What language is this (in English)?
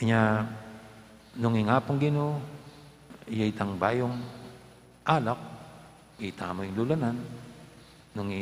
Pampanga